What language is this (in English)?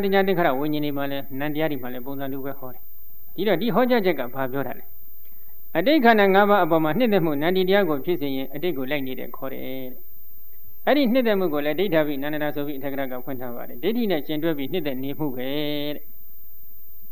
Burmese